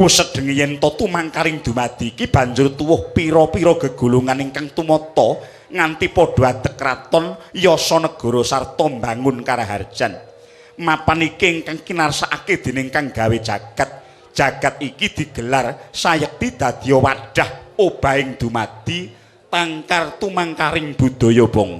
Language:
Javanese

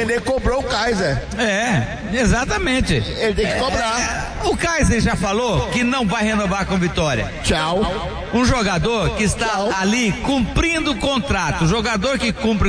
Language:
Portuguese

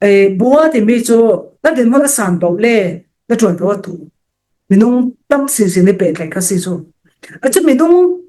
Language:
Falam Chin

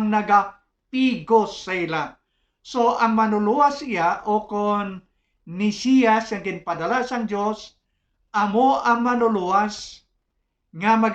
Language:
Hiligaynon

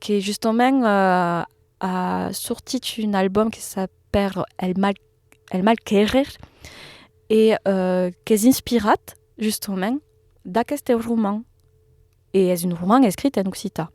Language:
Occitan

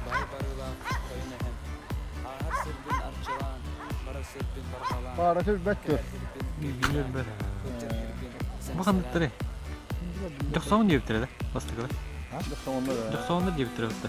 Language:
Yakut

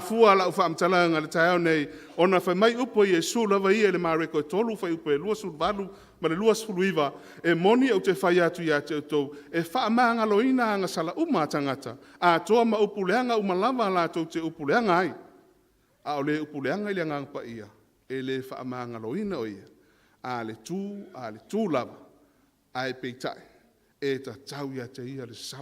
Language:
Samoan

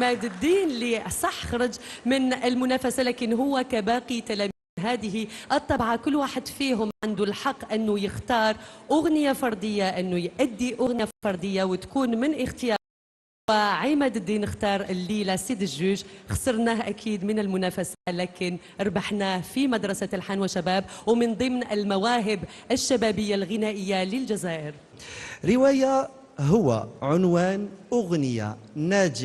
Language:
Algerian Arabic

